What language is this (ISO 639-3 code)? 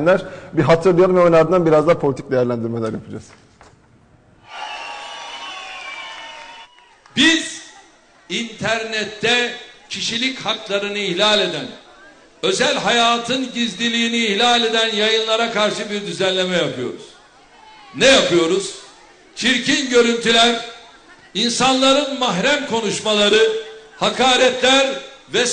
tur